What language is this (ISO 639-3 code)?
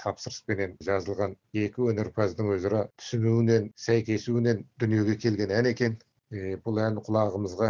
kaz